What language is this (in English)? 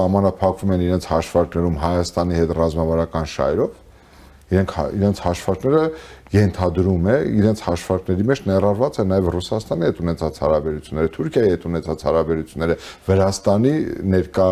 Armenian